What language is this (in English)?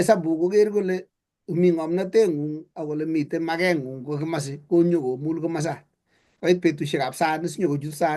Kalenjin